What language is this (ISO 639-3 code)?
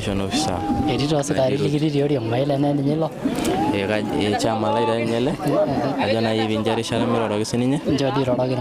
mas